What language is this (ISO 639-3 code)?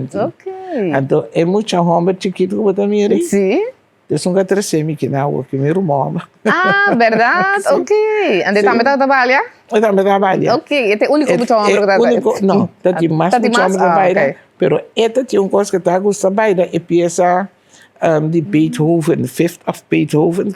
pap